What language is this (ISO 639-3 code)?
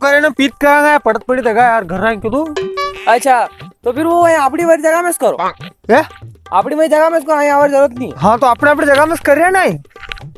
raj